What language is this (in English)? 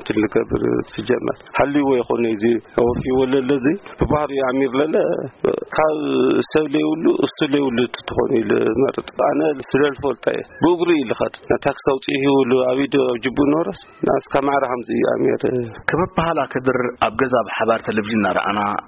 Tigrinya